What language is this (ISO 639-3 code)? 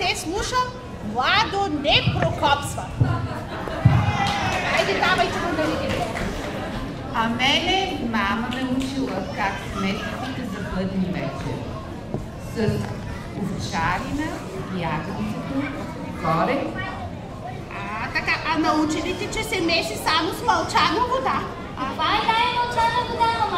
bul